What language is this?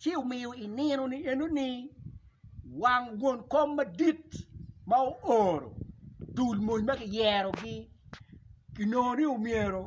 Acoli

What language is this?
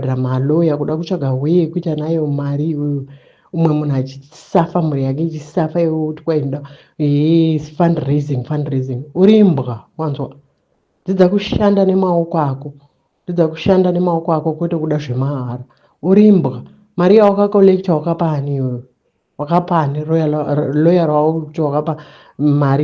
Shona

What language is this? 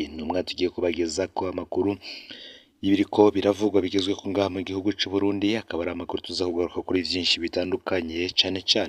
Rundi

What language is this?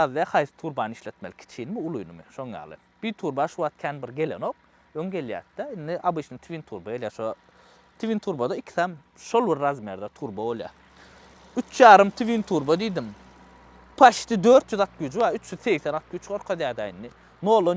Turkmen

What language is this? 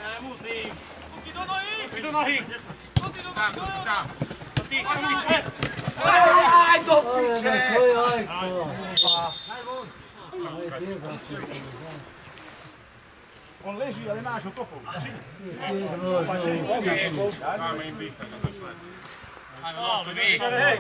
Slovak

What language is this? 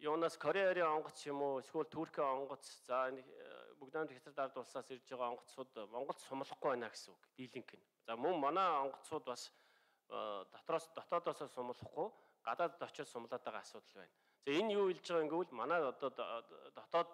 Mongolian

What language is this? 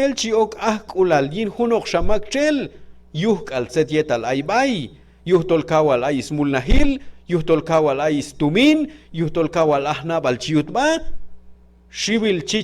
Q'anjob'al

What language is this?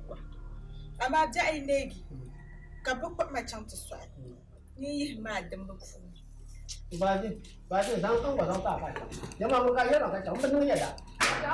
Dagbani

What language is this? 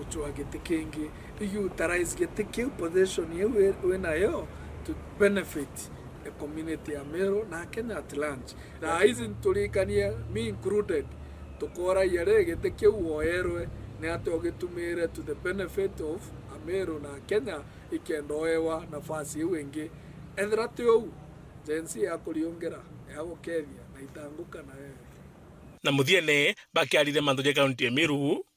Meru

